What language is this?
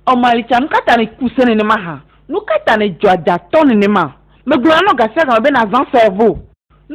Ewe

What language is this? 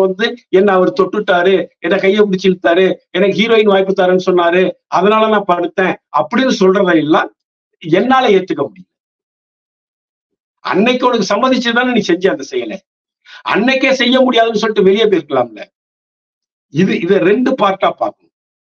Tamil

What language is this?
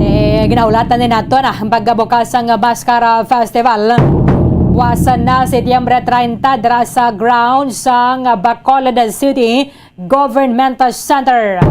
Hiligaynon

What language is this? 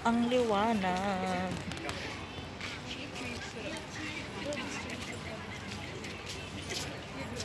Filipino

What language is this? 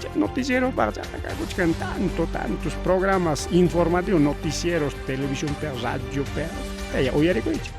Ayacucho Quechua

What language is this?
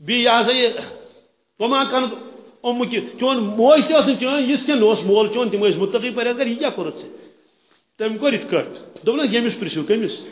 Kashmiri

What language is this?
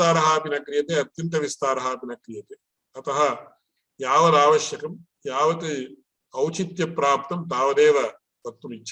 Sanskrit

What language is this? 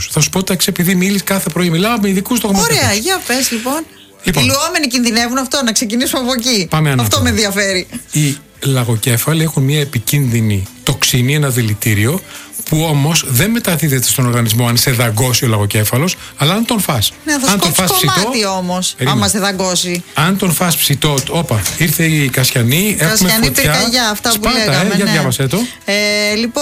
Greek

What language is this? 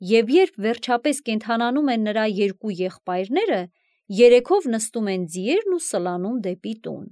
Armenian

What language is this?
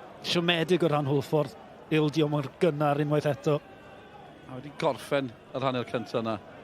Welsh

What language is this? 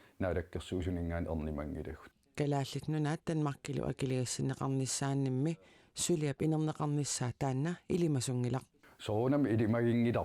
Kalaallisut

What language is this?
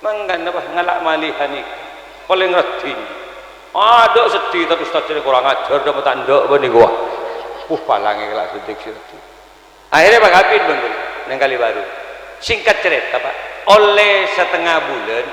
Madurese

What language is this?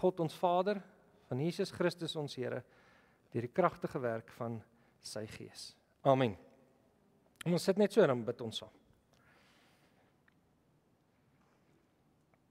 Afrikaans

